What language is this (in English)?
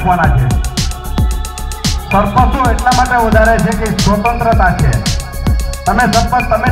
Gujarati